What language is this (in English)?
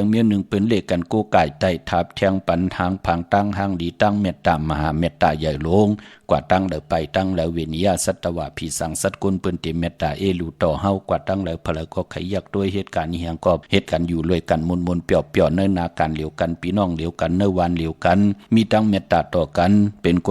Shan